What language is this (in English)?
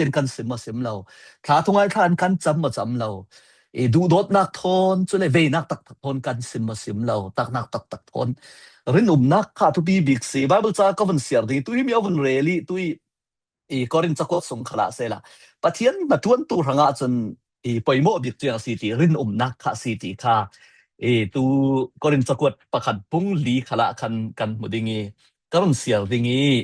Falam Chin